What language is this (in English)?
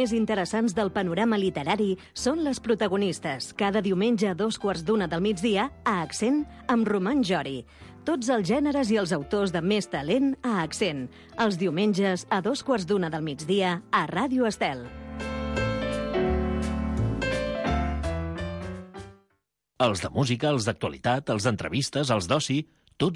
Catalan